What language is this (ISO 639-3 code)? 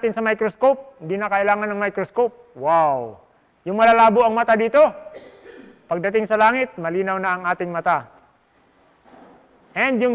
fil